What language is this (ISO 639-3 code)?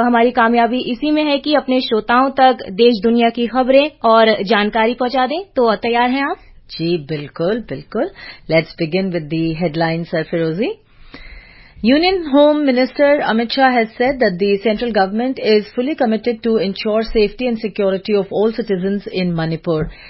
hin